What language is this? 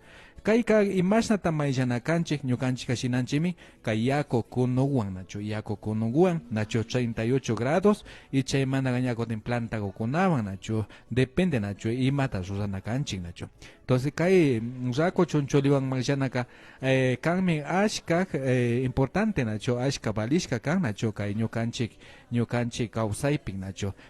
Imbabura Highland Quichua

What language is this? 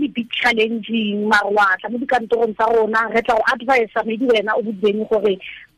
Tswana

